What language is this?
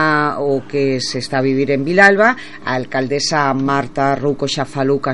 Galician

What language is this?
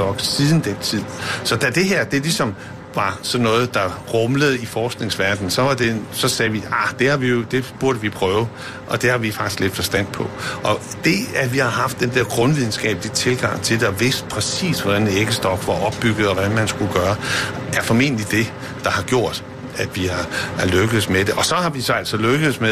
Danish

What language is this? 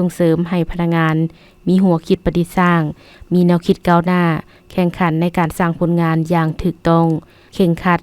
Lao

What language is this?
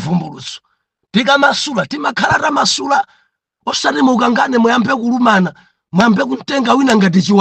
Nyanja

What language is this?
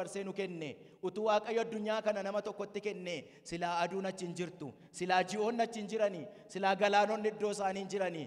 Oromo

